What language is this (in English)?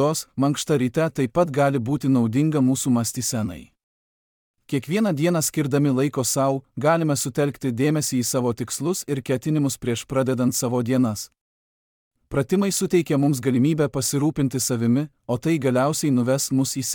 Lithuanian